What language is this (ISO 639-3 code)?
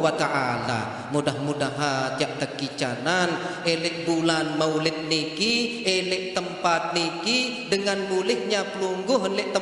sas